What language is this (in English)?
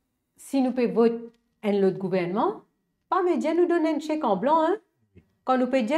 Morisyen